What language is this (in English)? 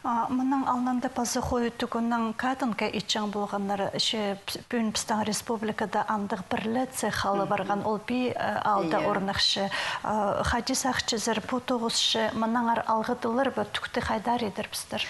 Khakas